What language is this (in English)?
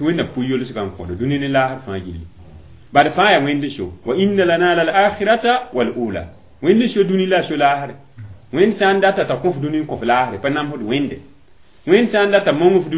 Mossi